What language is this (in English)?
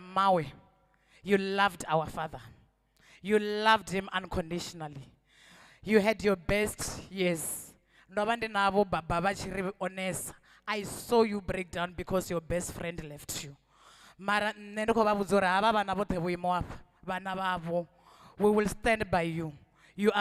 Venda